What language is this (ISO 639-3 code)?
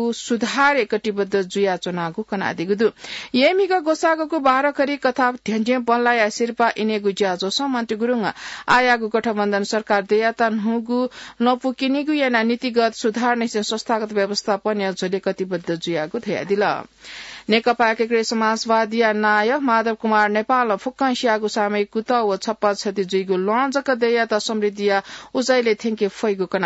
new